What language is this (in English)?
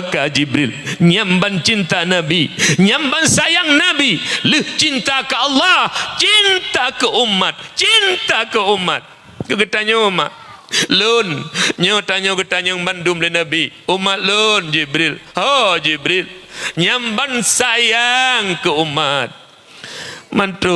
Achinese